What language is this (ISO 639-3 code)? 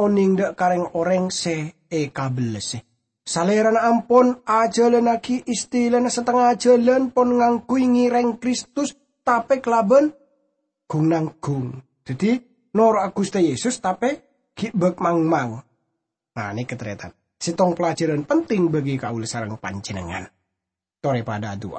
mad